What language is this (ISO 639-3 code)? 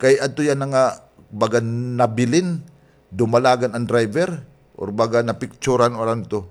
war